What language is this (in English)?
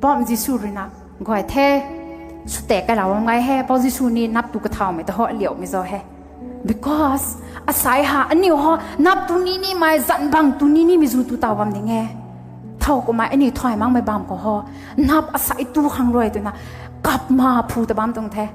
Rongmei Naga